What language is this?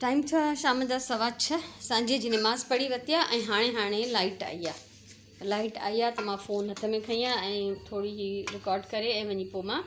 Sindhi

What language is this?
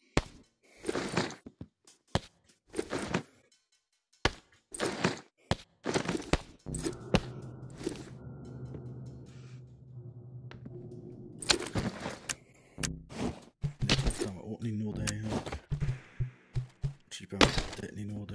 Dutch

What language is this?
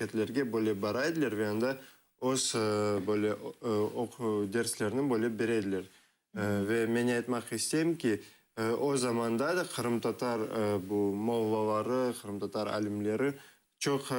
Crimean Tatar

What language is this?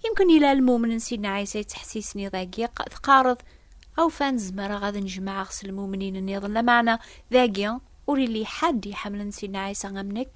Kabyle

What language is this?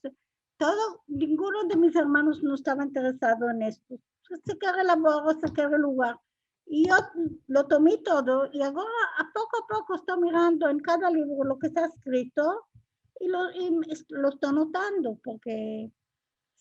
Ladino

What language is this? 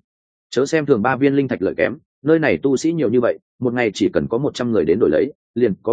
Vietnamese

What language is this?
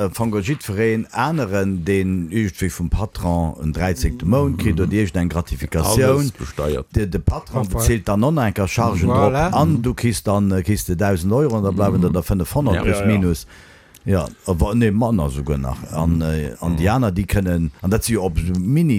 Luxembourgish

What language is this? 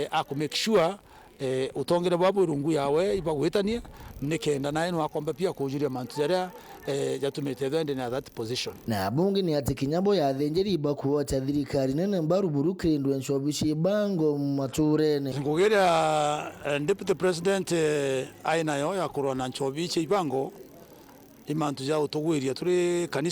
Meru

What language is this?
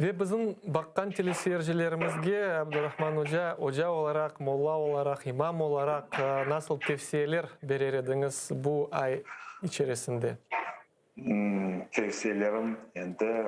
Crimean Tatar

